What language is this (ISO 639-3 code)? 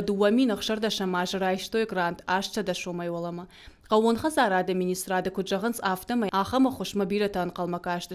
oss